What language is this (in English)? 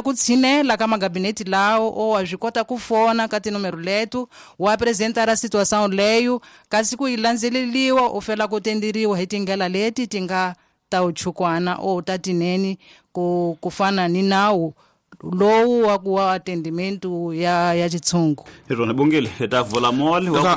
Tsonga